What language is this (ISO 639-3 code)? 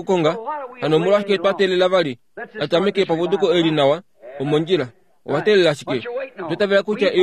kua